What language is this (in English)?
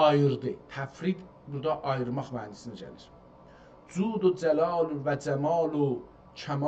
South Azerbaijani